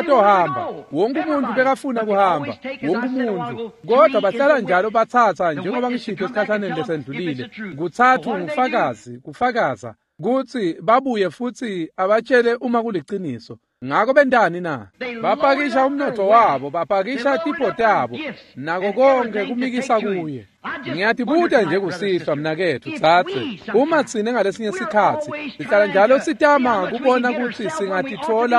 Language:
Swati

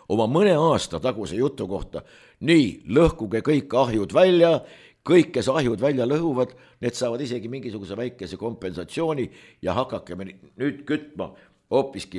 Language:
Estonian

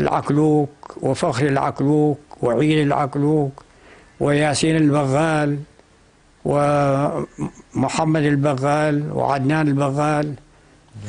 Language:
North Levantine Arabic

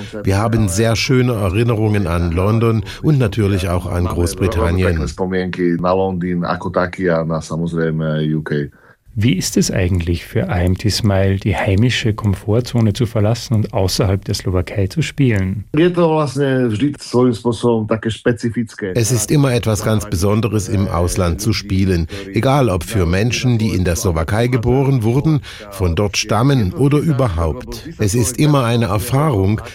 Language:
German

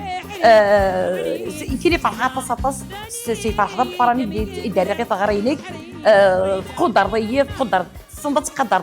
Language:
Kabyle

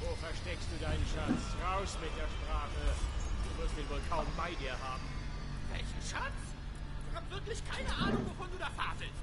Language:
Swiss German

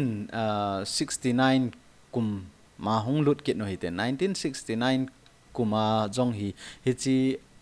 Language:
Thado Chin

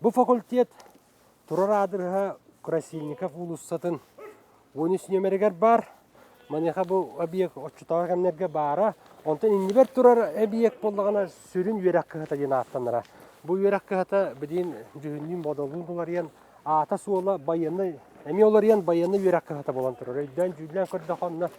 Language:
Yakut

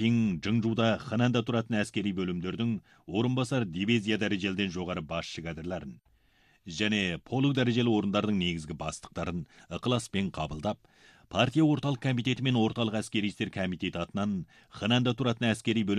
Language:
Kazakh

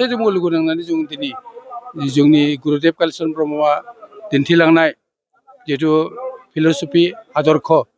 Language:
Bodo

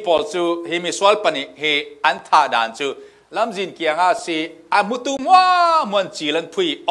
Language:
Falam Chin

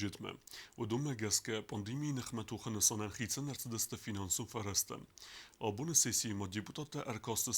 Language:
Ossetic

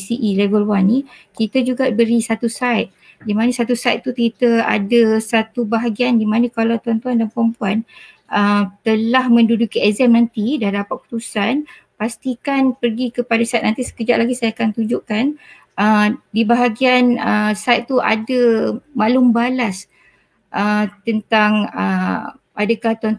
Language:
Malay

